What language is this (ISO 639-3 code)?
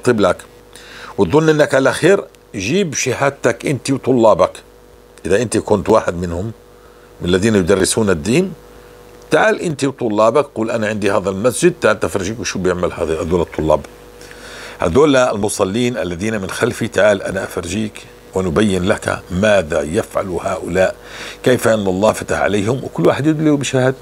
apc